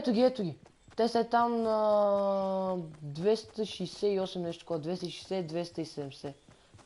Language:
Bulgarian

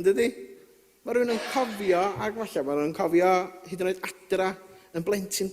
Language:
Welsh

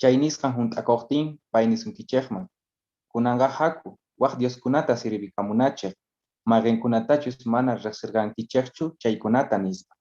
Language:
South Bolivian Quechua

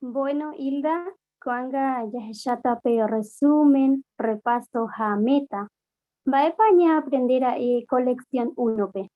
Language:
Guarani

